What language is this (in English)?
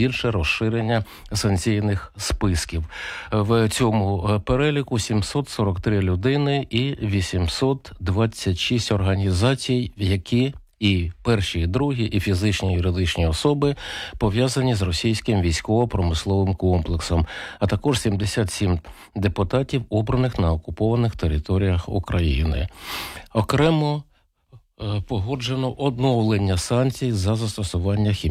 Ukrainian